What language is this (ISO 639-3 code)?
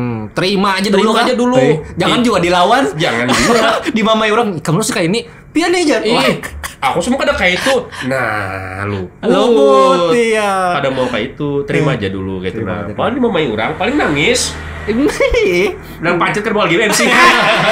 bjn